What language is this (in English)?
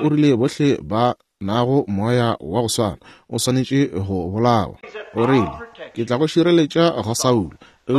Northern Sotho